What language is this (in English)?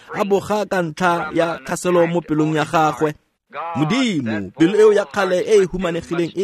Tswana